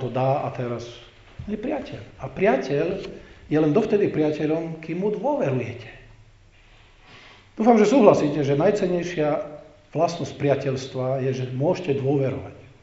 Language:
Slovak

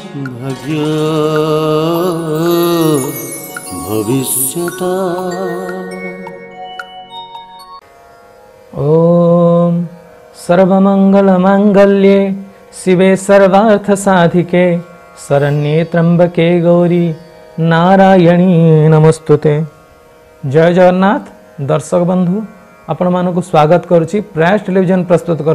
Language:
Odia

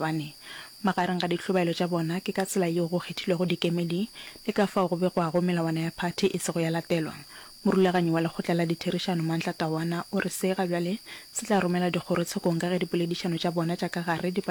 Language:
Northern Sotho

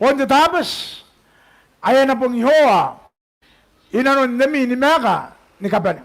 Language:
Gilbertese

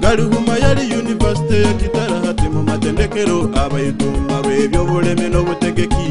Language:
Nyoro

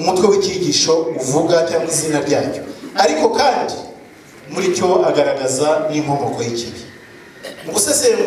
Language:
Kinyarwanda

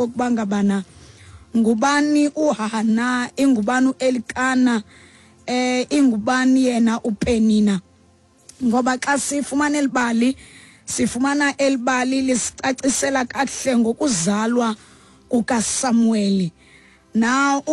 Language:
Xhosa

